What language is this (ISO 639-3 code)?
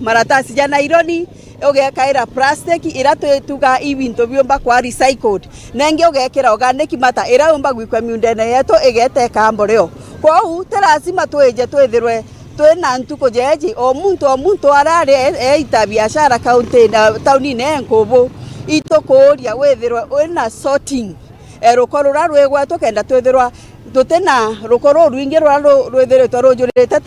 mer